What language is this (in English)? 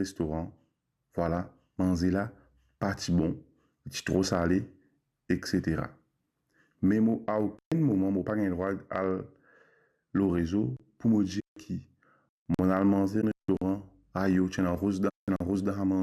Morisyen